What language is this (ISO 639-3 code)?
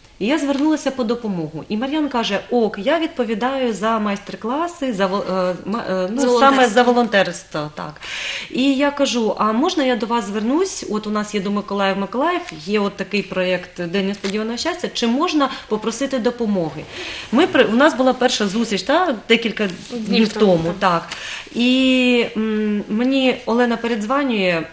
ukr